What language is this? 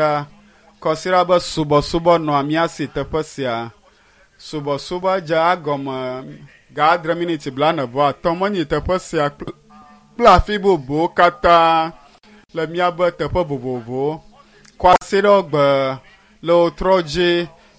Ewe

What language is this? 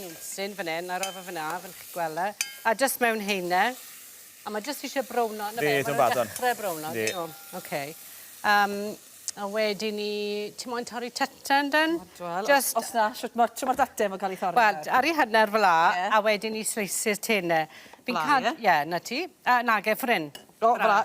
Welsh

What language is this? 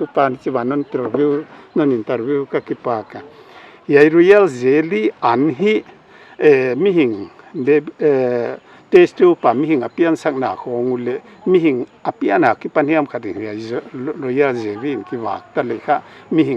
Paite Chin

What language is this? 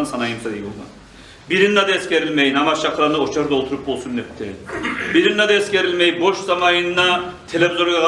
Kumyk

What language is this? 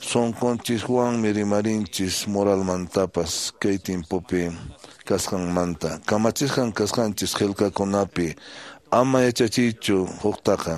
Quechua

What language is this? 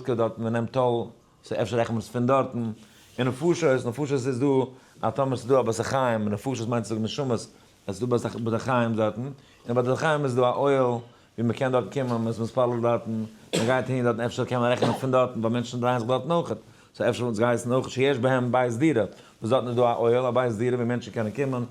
Yiddish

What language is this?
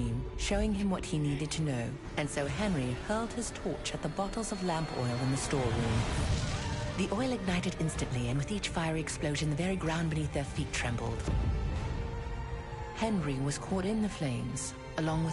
English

